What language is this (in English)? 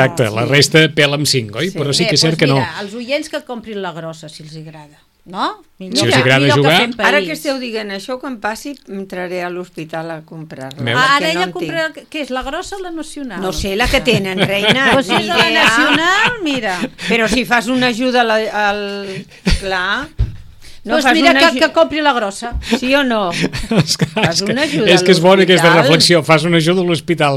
Catalan